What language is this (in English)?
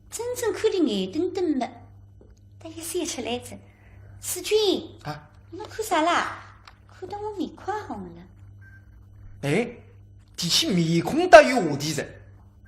Wu Chinese